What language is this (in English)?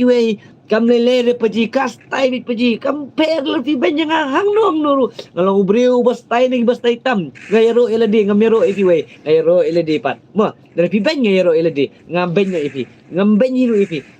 Khasi